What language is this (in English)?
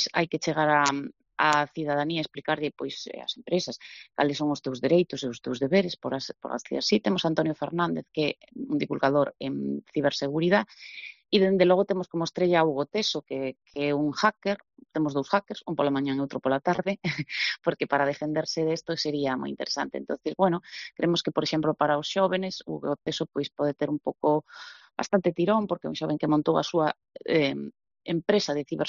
Galician